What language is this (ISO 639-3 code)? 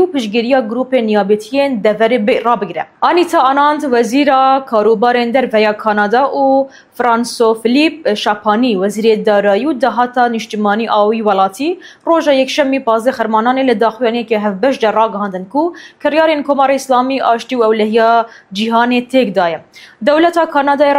kur